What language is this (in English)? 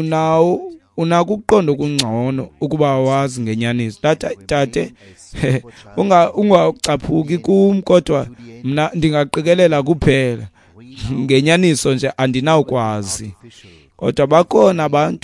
Xhosa